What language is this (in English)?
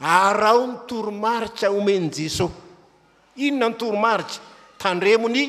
Malagasy